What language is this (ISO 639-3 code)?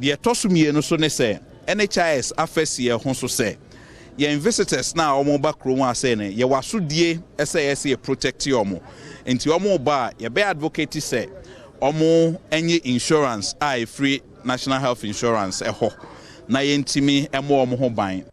aka